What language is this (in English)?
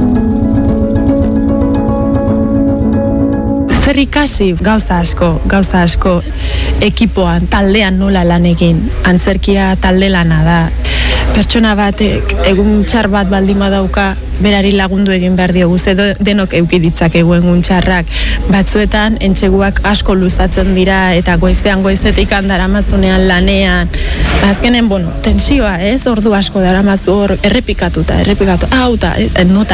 Basque